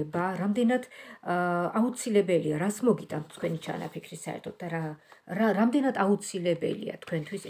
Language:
Georgian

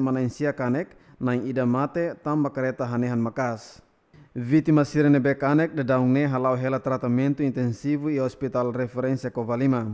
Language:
Tetum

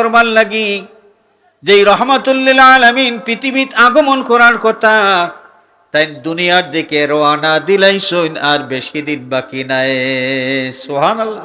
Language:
Sylheti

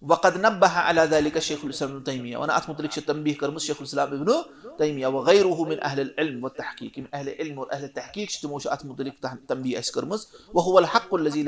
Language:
Kashmiri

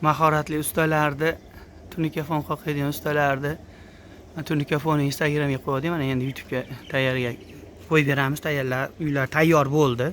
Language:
Uzbek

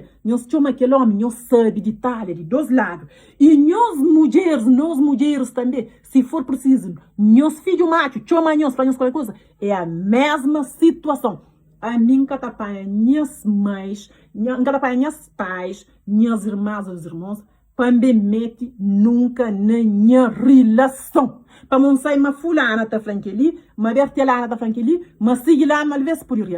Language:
Kabuverdianu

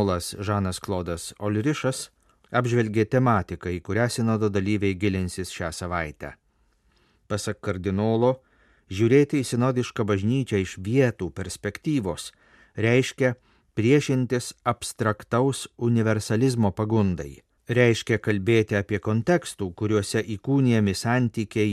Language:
Lithuanian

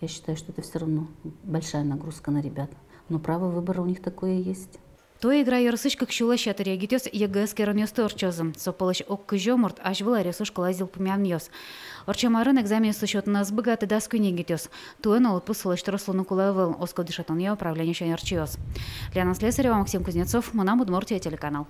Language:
Udmurt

